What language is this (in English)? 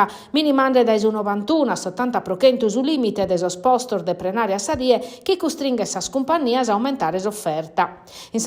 Sardinian